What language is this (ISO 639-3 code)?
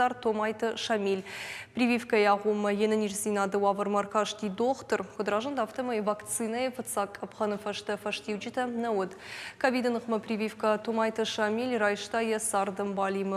oss